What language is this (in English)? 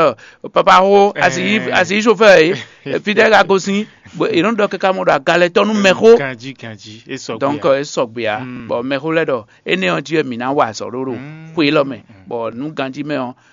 Fon